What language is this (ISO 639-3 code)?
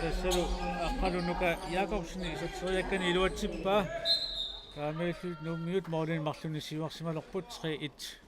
kal